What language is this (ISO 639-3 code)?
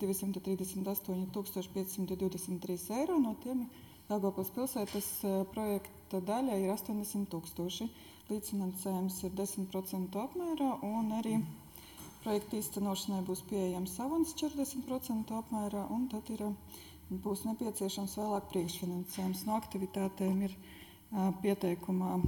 lav